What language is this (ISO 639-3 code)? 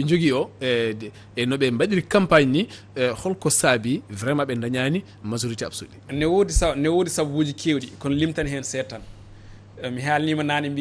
ful